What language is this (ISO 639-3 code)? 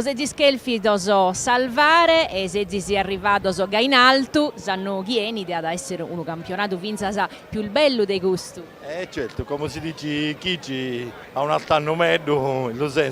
srd